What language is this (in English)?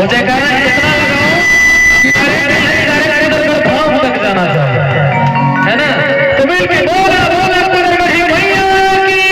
Chhattisgarhi